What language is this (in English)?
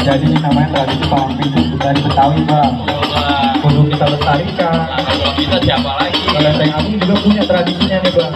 Betawi